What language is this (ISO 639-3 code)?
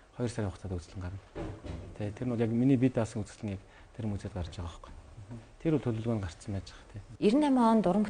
mon